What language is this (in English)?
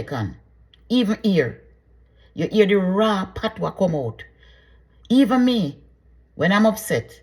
Jamaican Creole English